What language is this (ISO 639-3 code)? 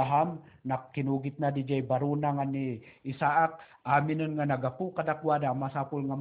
ilo